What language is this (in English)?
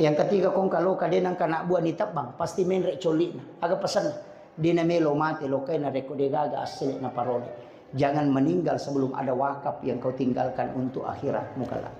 Buginese